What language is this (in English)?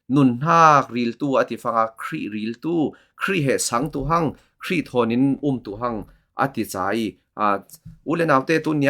Falam Chin